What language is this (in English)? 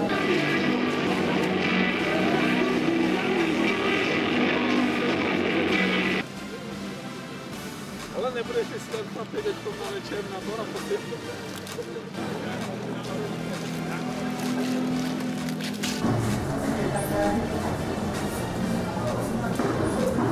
Czech